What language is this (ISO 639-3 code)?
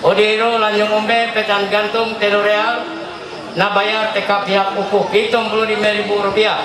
mhy